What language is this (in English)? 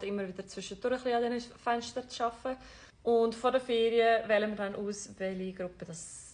Swiss German